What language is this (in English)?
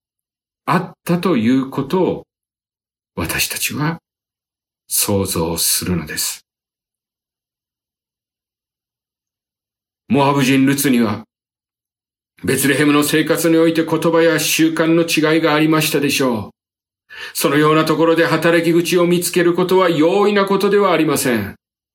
Japanese